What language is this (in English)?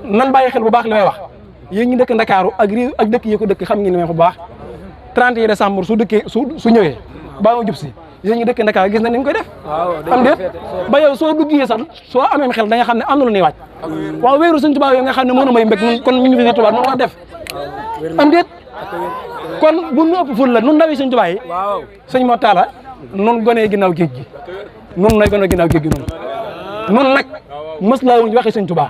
Wolof